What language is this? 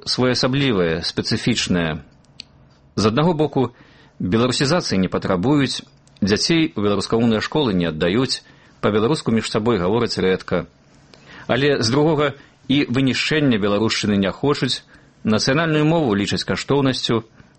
Belarusian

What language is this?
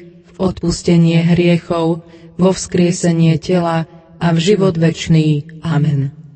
Slovak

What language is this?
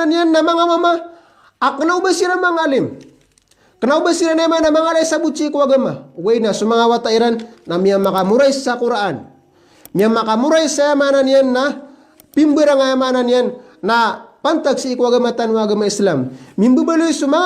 Maranao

